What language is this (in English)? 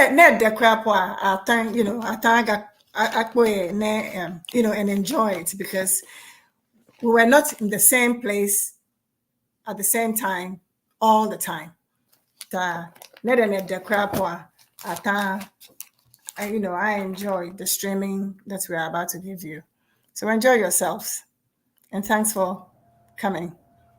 Ewe